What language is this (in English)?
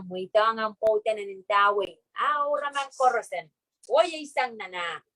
Pohnpeian